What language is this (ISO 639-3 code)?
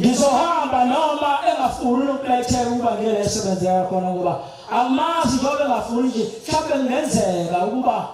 zul